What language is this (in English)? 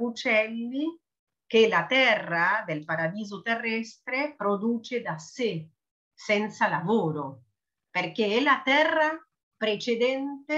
Italian